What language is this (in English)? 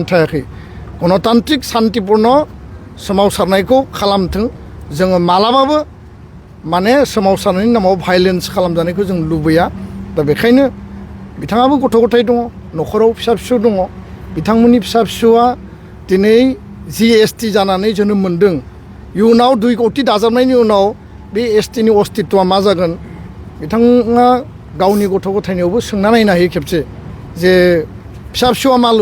Bodo